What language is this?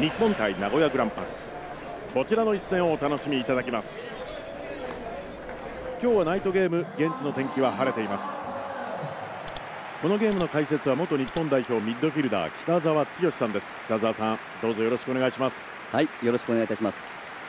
Japanese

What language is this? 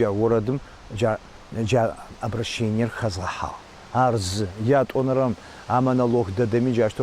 Adyghe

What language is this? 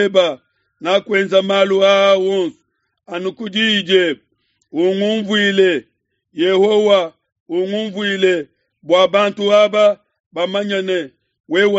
Luba-Lulua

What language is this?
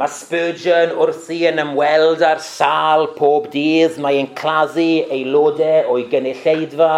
Welsh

